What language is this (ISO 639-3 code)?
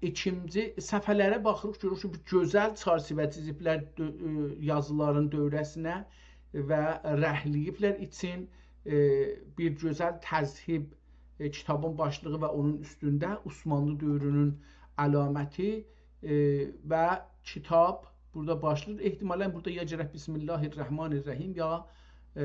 azb